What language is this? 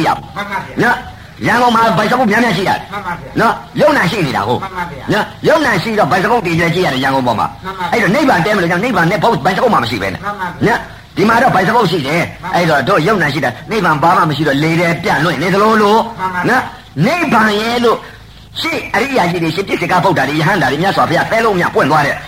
Burmese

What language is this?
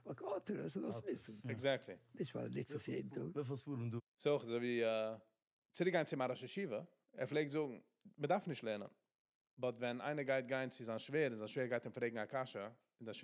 Yiddish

